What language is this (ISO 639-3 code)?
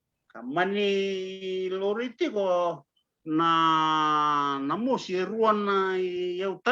fij